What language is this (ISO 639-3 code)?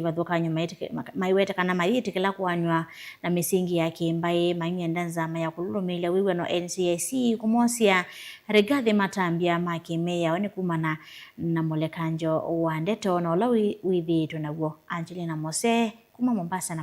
kam